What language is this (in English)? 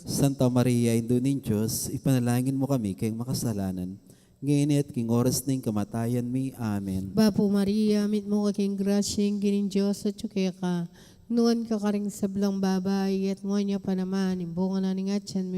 Pampanga